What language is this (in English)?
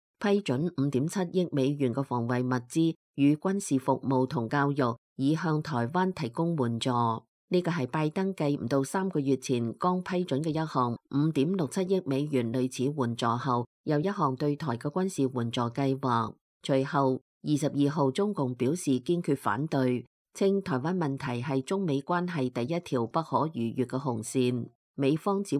Cantonese